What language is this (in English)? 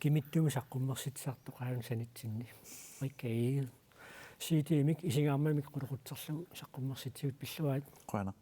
Kalaallisut